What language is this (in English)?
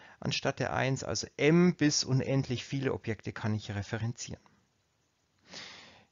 German